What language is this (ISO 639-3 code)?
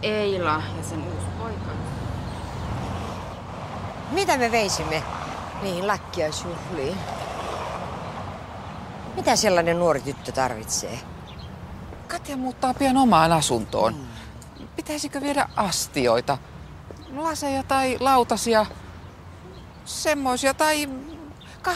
fin